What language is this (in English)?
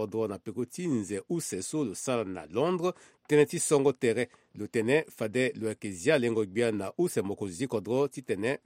Sango